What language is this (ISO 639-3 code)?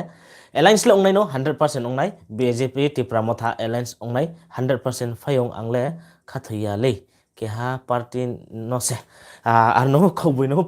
ria